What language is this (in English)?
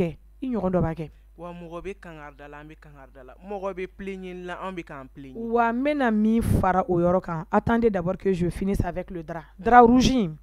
Bambara